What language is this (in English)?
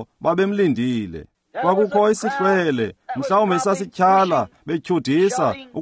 Xhosa